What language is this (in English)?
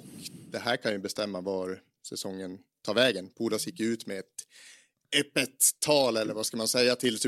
Swedish